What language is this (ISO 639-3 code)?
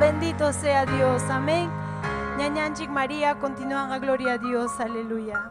quy